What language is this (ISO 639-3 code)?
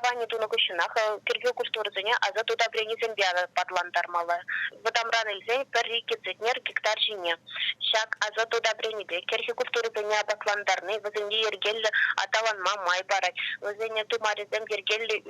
chv